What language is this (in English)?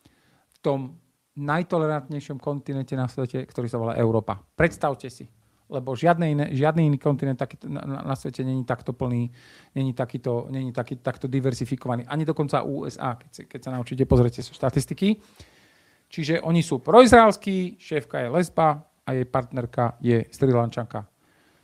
Slovak